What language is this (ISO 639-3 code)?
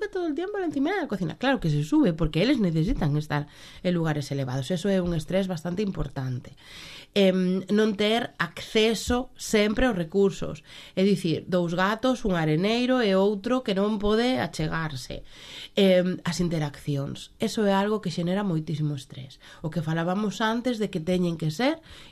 glg